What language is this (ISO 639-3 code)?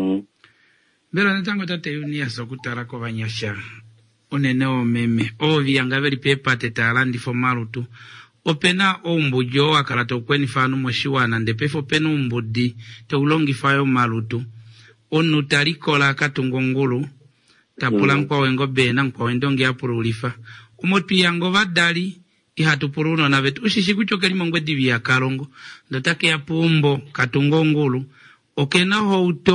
kua